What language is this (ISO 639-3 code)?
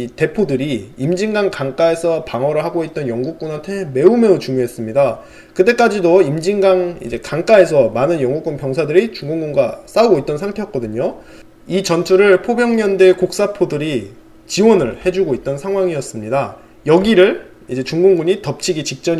kor